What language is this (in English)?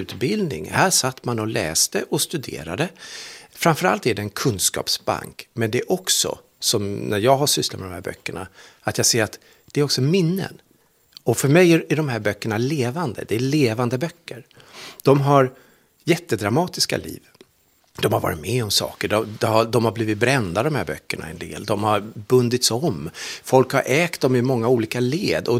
Swedish